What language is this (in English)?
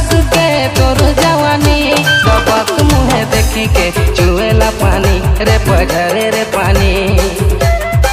Sadri